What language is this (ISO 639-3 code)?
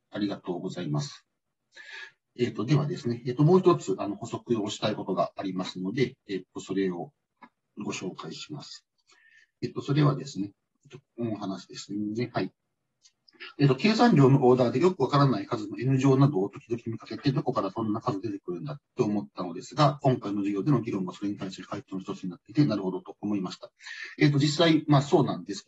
jpn